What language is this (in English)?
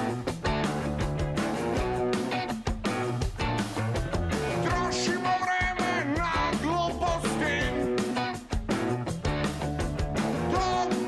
Serbian